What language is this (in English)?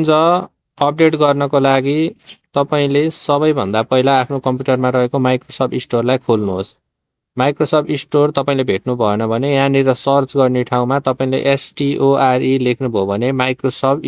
Nepali